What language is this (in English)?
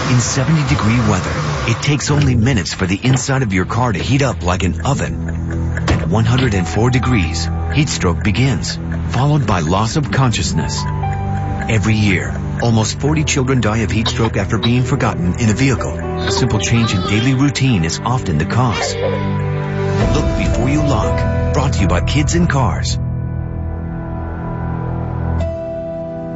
English